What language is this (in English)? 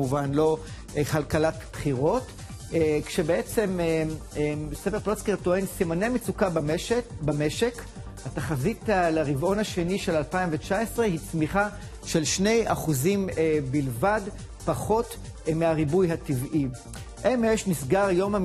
Hebrew